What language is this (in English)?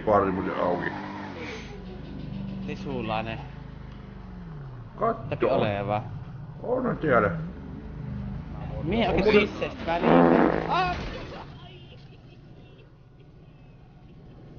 Finnish